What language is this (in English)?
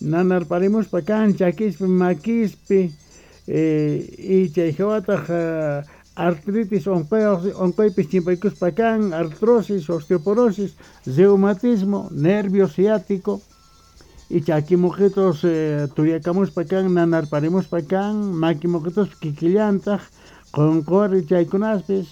South Bolivian Quechua